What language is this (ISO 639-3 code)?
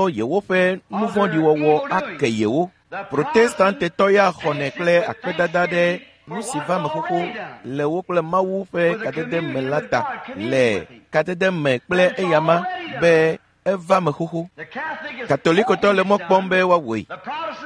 ewe